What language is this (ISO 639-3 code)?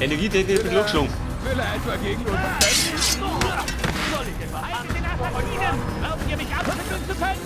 bar